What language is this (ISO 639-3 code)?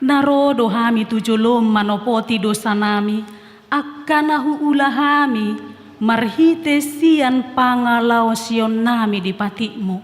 bbc